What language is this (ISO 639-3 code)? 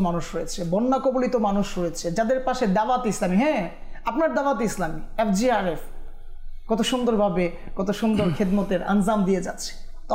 ben